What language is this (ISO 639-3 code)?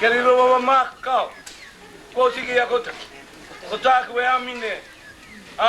mri